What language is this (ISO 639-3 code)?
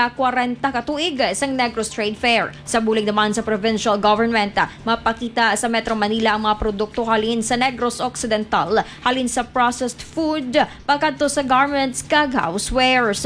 hil